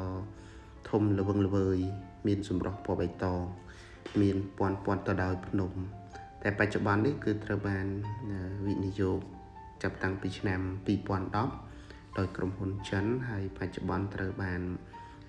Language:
Khmer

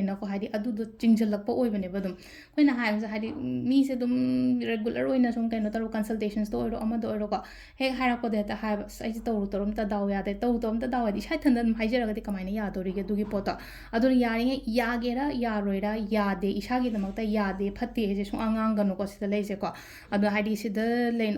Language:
Manipuri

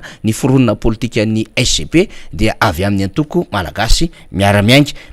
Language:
Malagasy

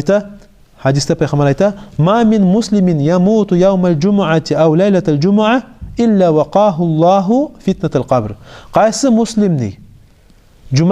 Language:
Kumyk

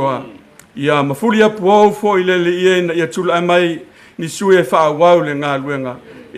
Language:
Samoan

